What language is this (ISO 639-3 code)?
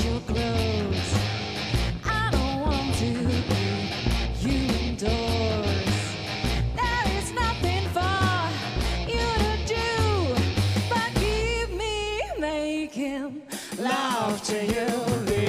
fry